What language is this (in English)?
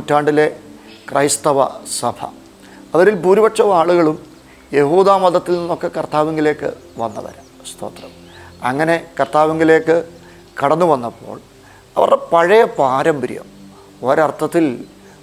Malayalam